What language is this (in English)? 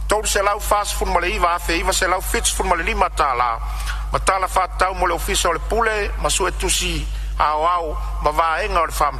Samoan